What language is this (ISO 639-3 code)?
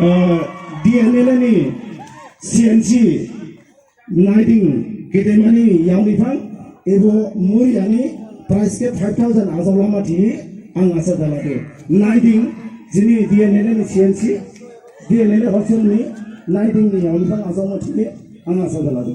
dis